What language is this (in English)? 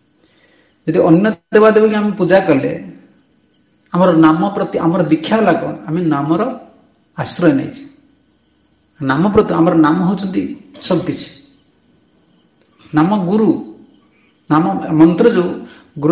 Odia